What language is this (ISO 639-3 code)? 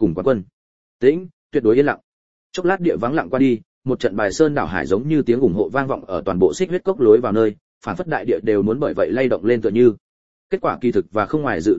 vie